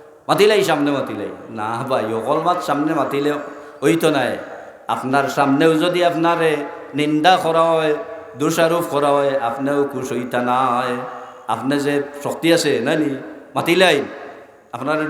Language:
Sylheti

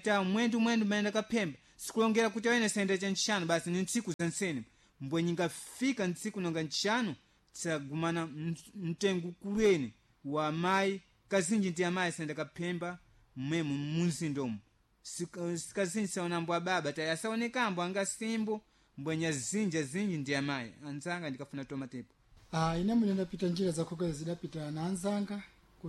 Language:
Sena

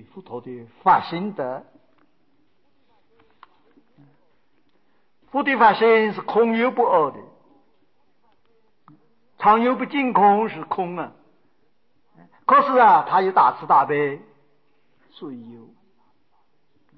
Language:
Chinese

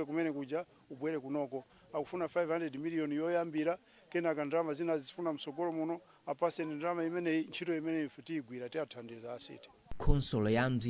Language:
Nyanja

